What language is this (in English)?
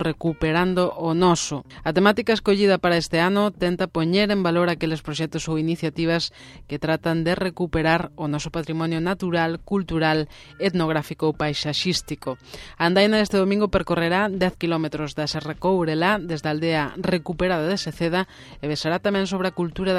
Galician